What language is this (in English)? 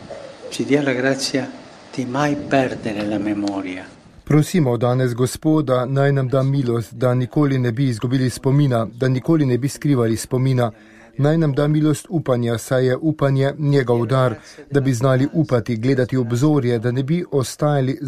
Slovenian